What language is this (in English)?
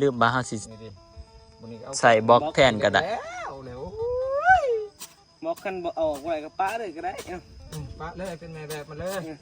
Northeastern Thai